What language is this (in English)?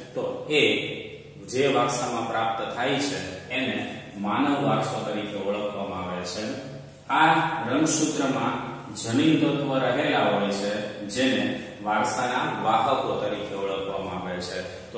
Gujarati